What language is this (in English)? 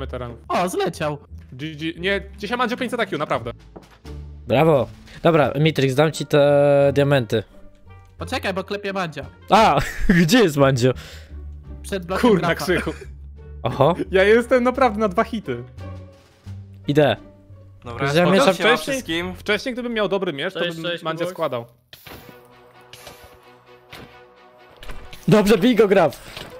Polish